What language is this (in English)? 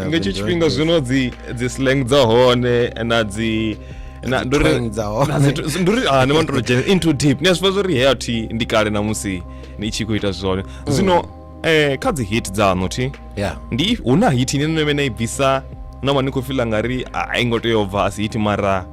Venda